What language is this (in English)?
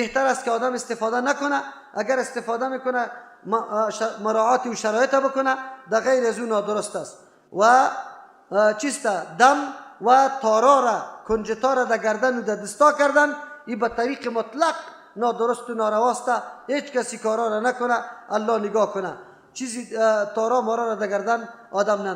Persian